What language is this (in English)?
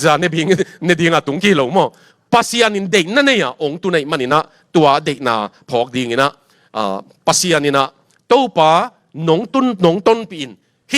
Tedim Chin